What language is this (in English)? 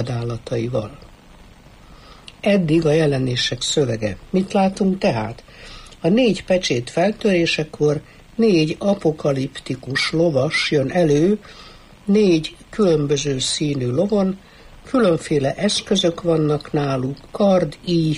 Hungarian